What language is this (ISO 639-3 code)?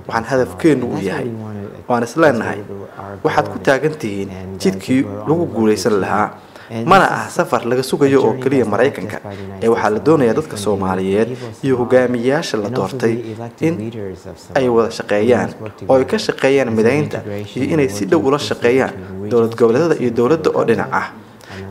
som